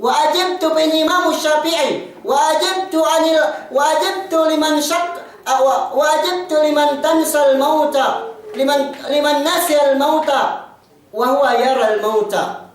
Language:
Yakan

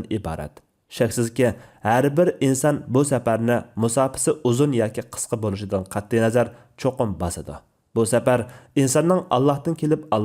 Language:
Uyghur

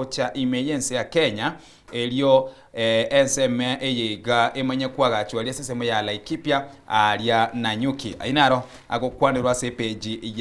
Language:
Gusii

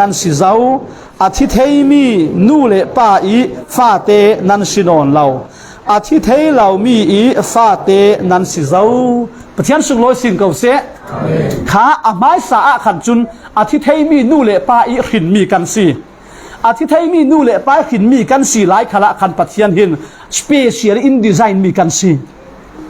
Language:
Falam Chin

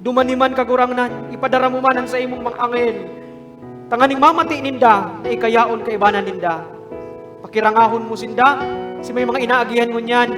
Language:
Bikol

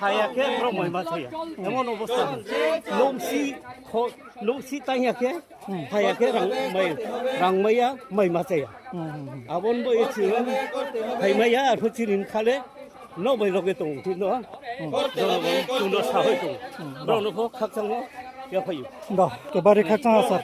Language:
Riang (India)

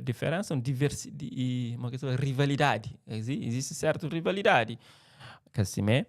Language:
Kabuverdianu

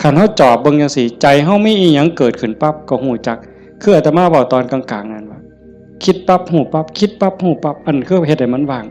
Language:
Northeastern Thai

